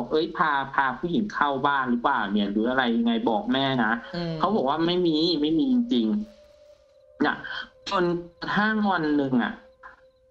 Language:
Thai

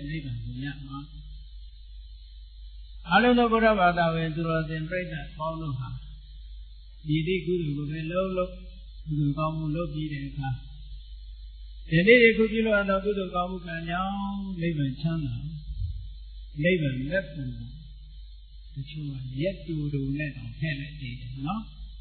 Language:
Burmese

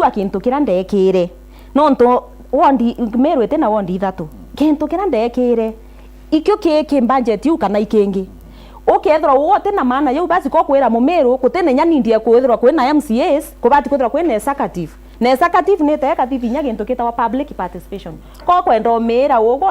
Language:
Meru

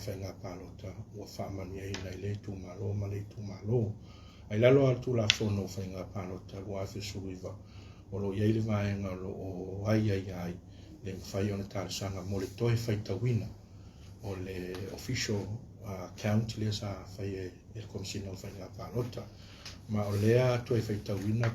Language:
Samoan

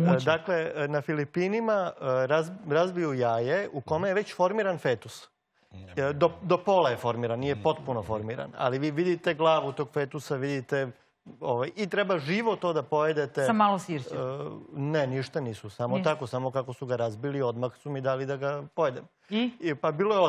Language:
Serbian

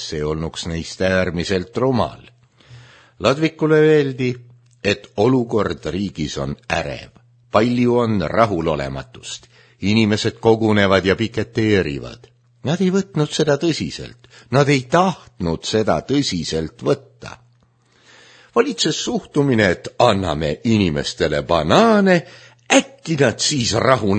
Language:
Estonian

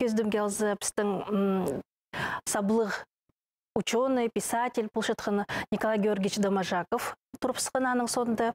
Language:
Khakas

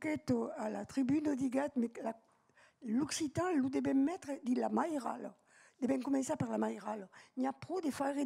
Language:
Occitan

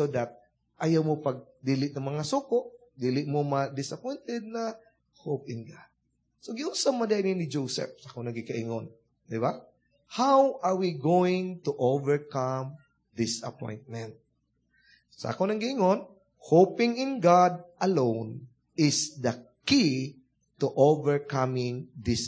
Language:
Cebuano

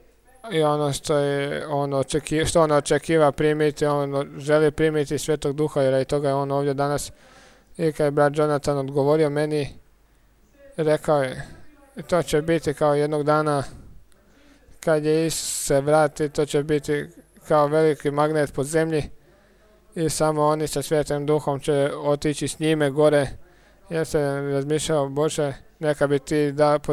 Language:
Croatian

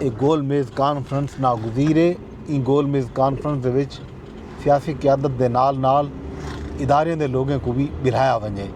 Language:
Saraiki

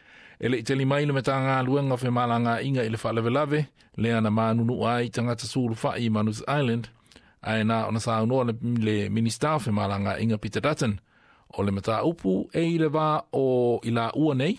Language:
Samoan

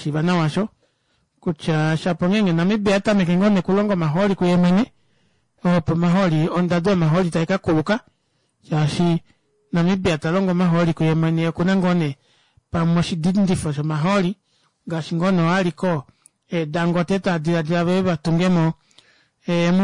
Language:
Kuanyama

